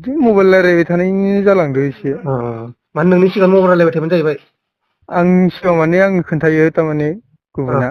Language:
Bodo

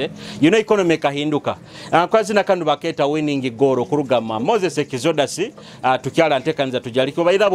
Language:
Nyoro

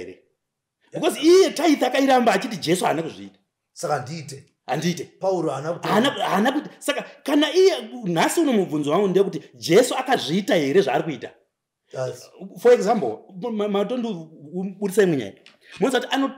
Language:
Shona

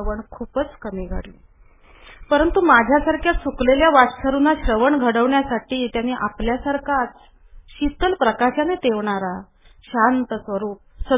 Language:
Marathi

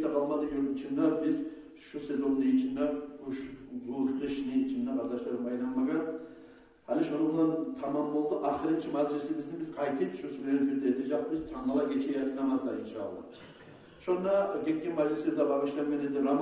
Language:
Kumyk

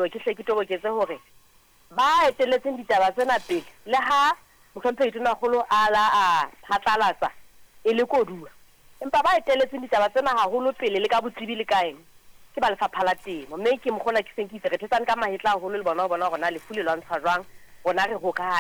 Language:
Southern Sotho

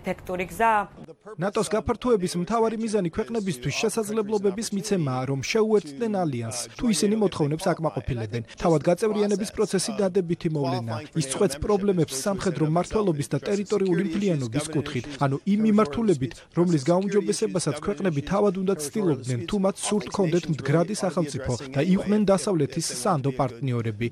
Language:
Georgian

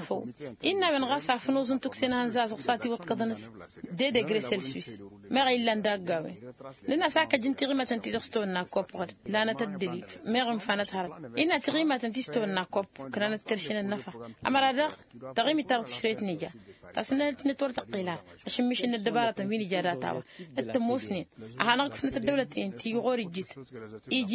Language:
Tamasheq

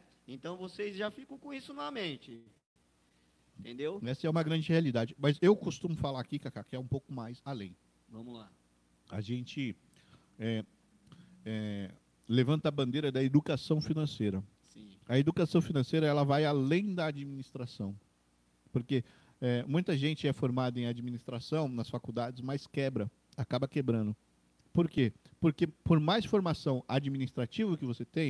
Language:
Portuguese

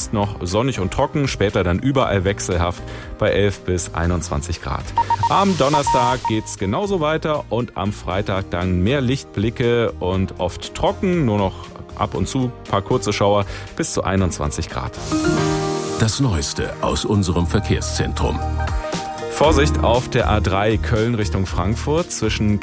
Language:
German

